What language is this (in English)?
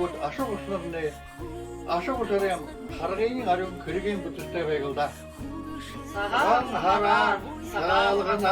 Buriat